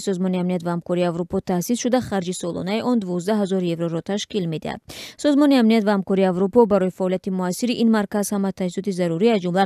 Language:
Tajik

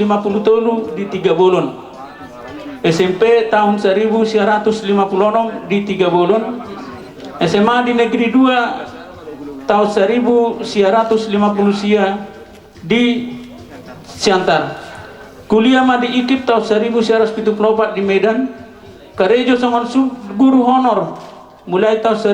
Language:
Batak Toba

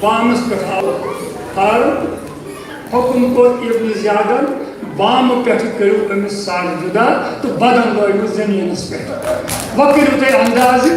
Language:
Kashmiri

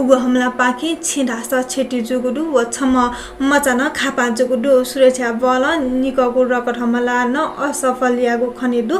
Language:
Newari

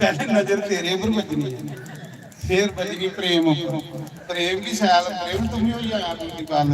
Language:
Dogri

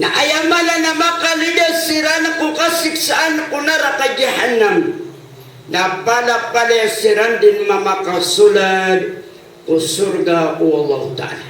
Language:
Maranao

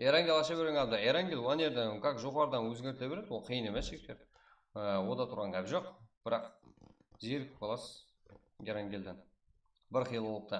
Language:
Kara-Kalpak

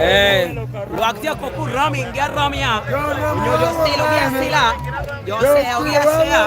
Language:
Lango (Uganda)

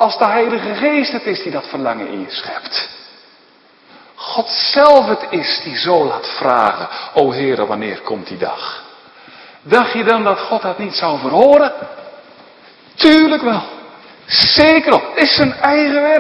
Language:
Dutch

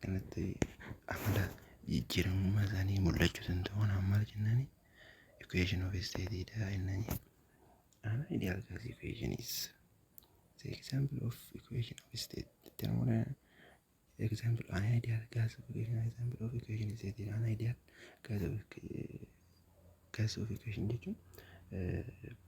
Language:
Oromo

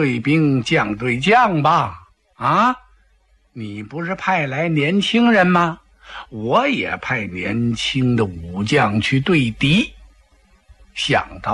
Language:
Chinese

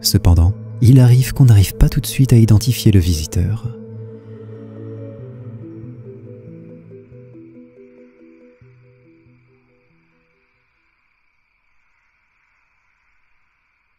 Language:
French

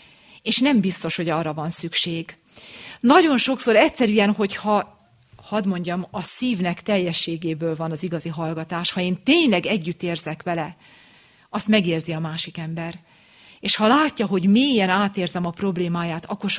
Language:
Hungarian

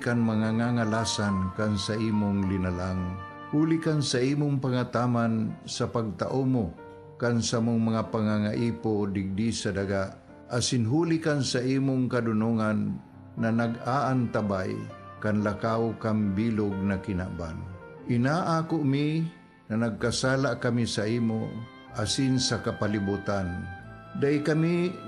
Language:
Bikol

